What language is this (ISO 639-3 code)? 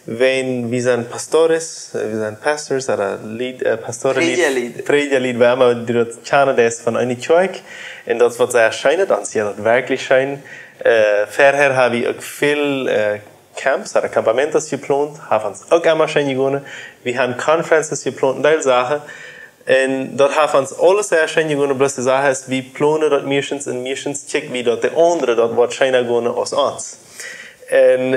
pdt